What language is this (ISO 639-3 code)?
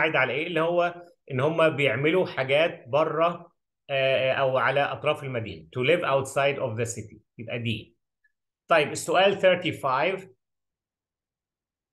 arz